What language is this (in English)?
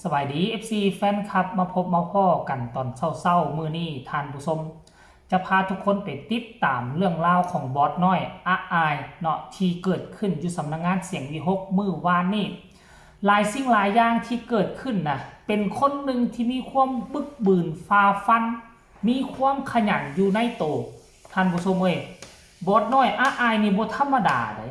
Northeastern Thai